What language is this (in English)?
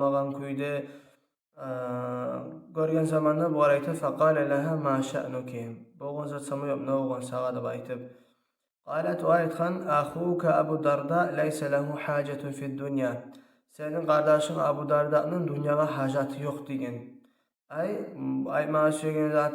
Kumyk